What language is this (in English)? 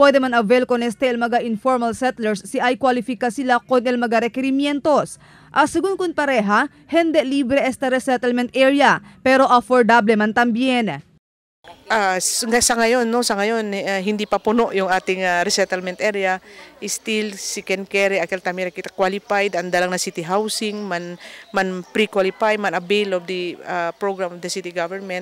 Chavacano